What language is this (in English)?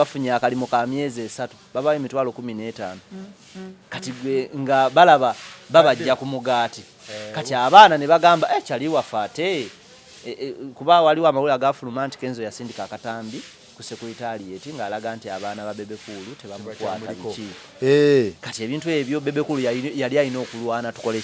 Ganda